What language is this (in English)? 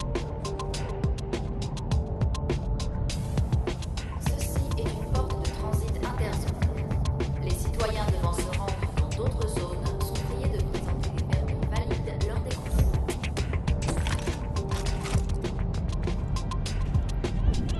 French